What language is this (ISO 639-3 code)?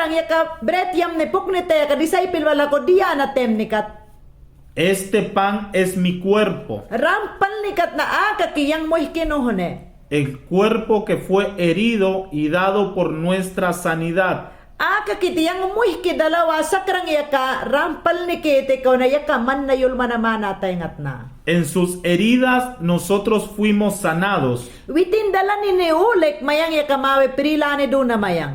yan